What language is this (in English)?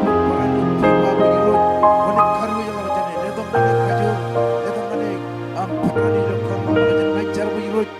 Marshallese